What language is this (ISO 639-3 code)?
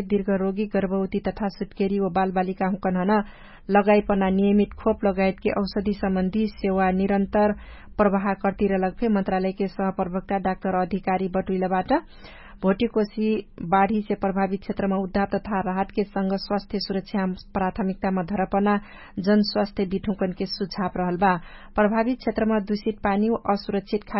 thl